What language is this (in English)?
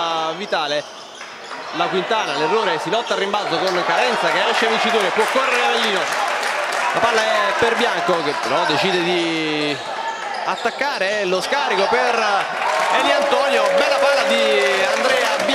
Italian